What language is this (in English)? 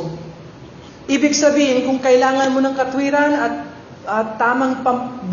Filipino